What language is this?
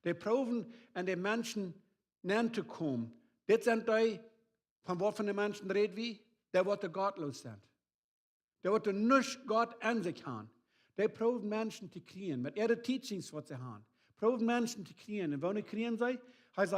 Plautdietsch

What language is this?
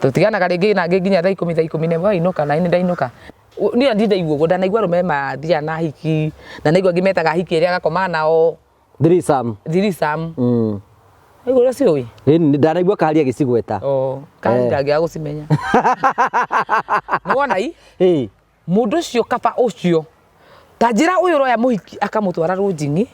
Kikuyu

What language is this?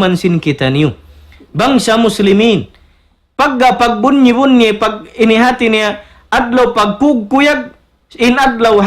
Tausug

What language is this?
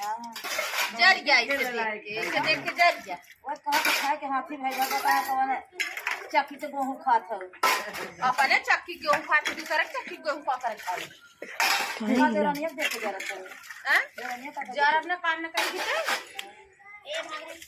Awadhi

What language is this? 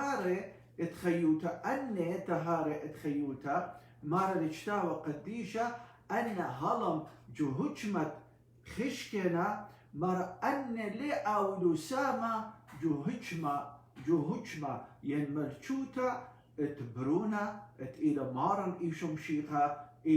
Assyrian Neo-Aramaic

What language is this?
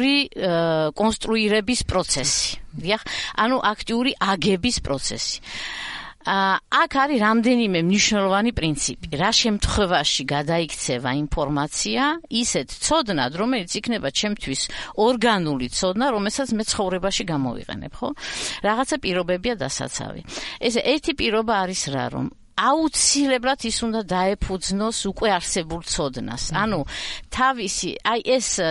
Georgian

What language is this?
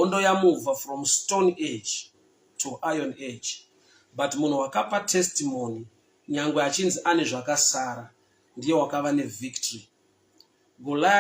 Shona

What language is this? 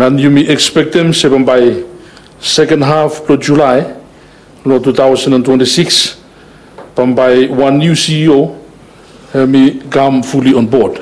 Bislama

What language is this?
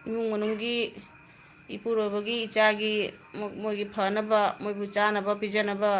Manipuri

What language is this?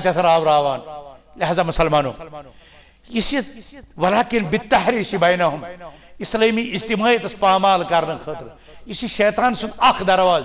Kashmiri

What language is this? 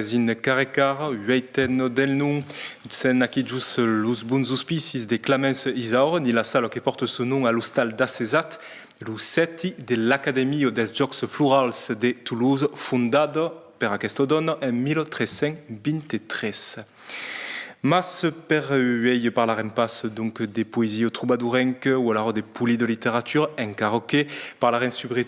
Occitan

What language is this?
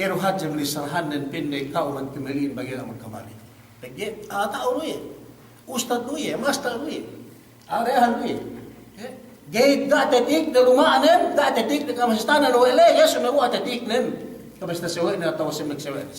Yakan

